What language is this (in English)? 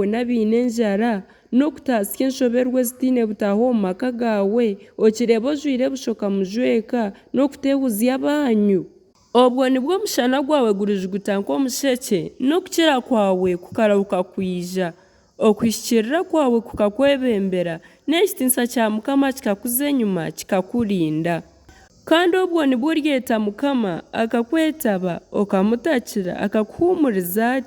Nyankole